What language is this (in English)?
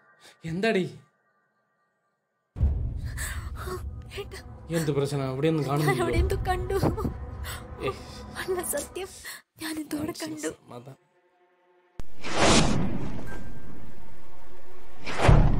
Malayalam